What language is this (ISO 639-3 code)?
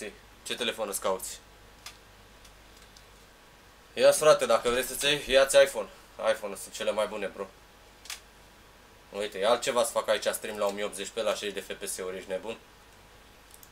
ron